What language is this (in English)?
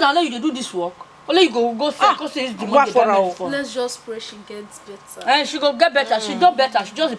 Nigerian Pidgin